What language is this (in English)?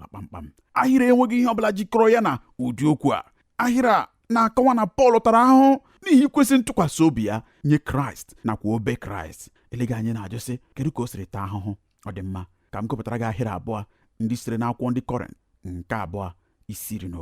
Igbo